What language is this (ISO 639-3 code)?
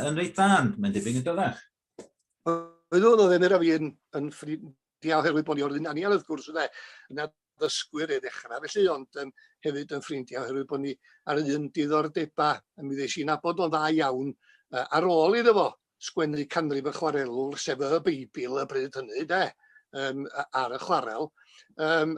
cym